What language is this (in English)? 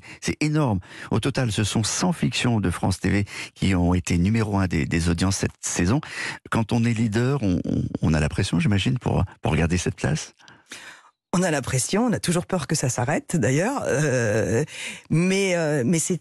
French